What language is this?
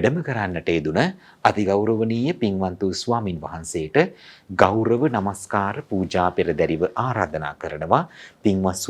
Sinhala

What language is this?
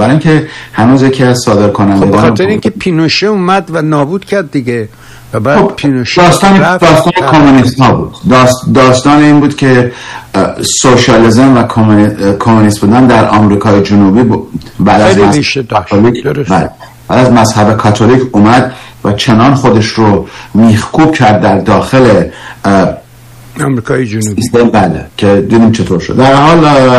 Persian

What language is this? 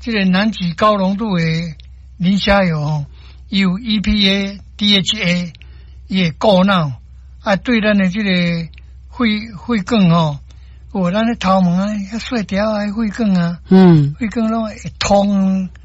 Min Nan Chinese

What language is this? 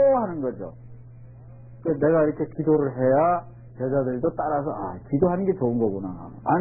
Korean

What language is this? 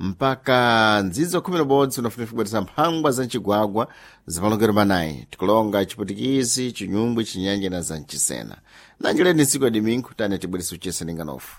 Sena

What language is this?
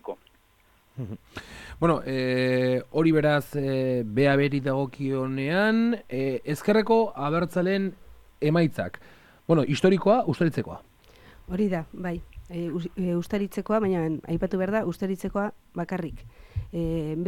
Basque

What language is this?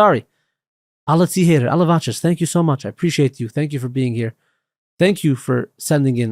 Yiddish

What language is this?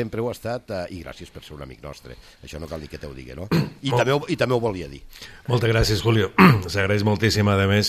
Catalan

